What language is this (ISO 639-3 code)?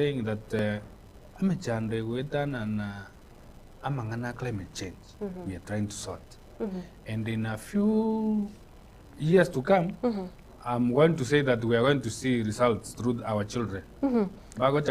guz